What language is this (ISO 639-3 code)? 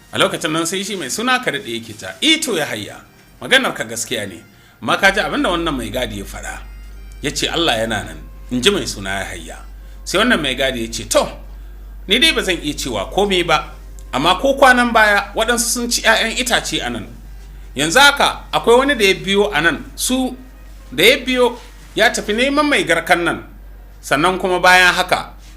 hau